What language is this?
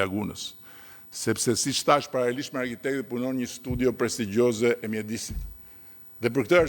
Albanian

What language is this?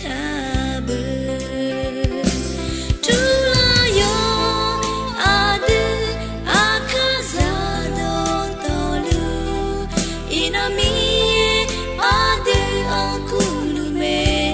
Akha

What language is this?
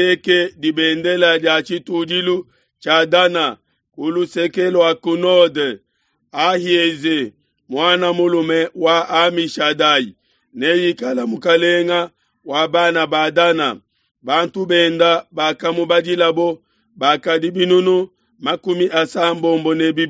Luba-Lulua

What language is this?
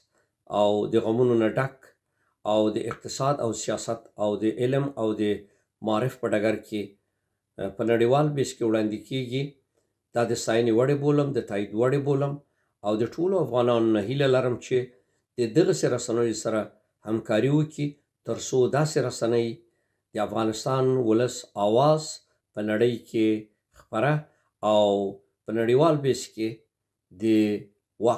Pashto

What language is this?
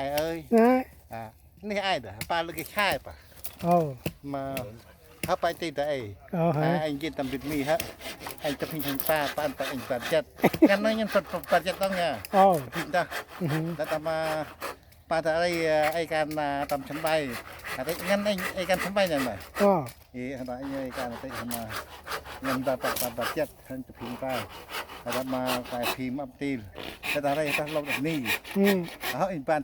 Central Mnong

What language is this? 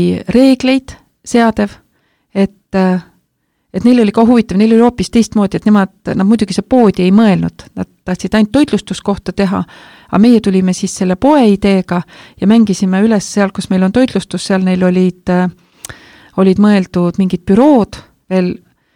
Estonian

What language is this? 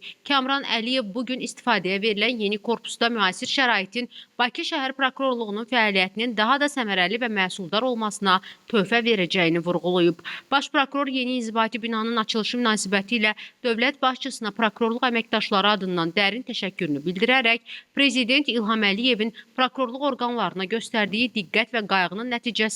Azerbaijani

